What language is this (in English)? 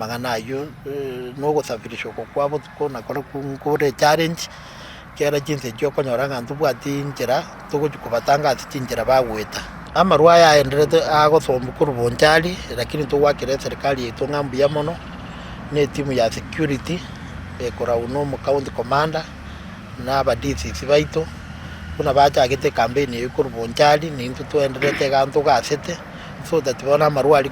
Gusii